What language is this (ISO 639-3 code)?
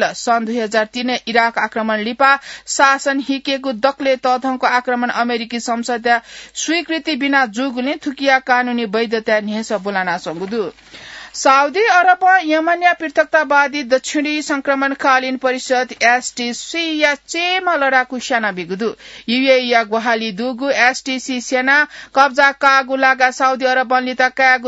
new